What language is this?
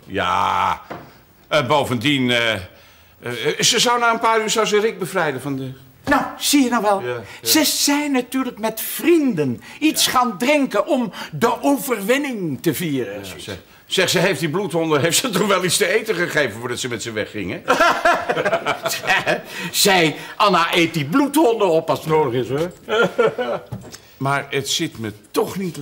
Dutch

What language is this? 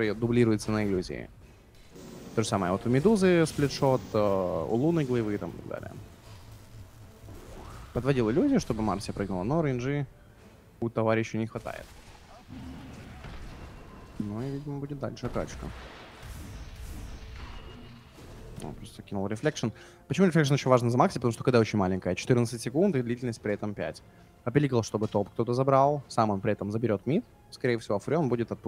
Russian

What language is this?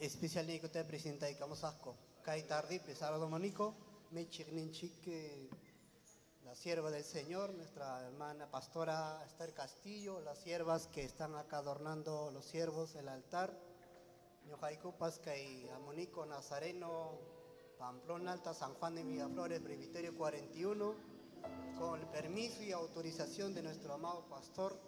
Ayacucho Quechua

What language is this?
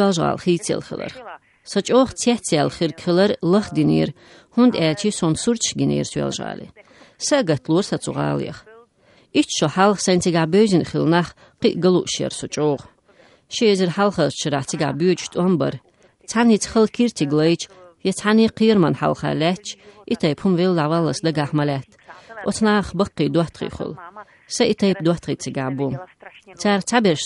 Chechen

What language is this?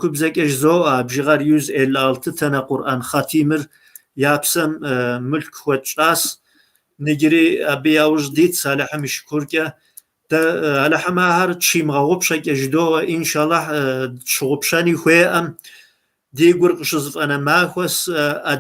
Kabardian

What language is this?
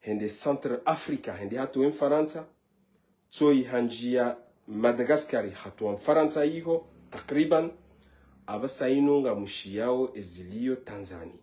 Ngazidja Comorian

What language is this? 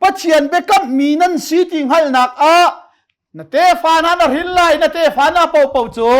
Hakha Chin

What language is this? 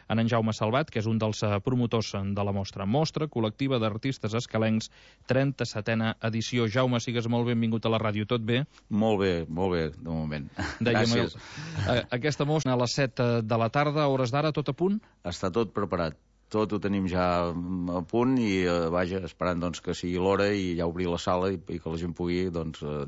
Catalan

